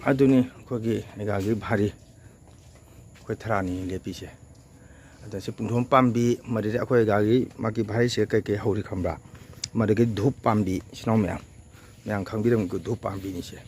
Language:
Manipuri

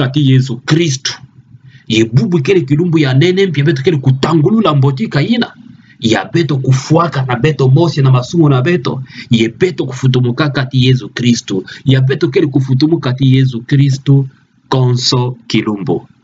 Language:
Kituba (Democratic Republic of Congo)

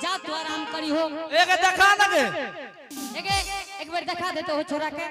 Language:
Angika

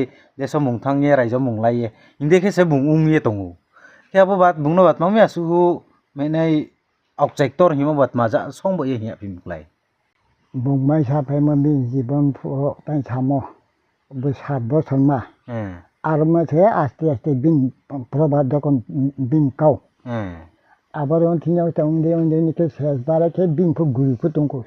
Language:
Riang (India)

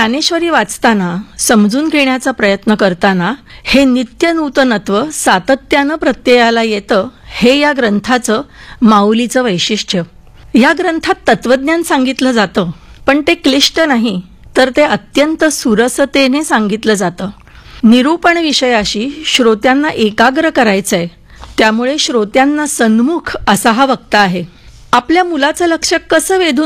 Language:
Marathi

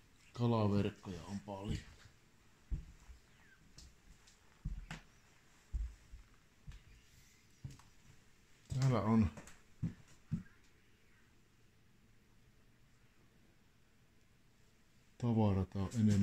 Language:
Finnish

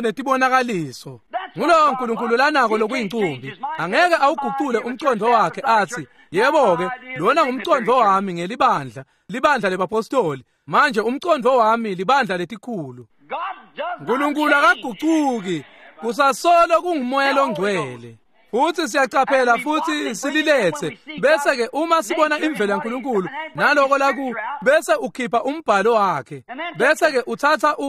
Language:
Swati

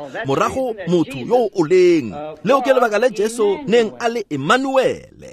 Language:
Tswana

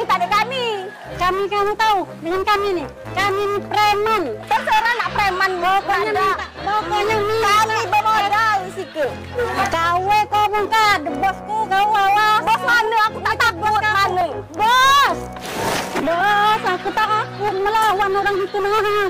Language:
Musi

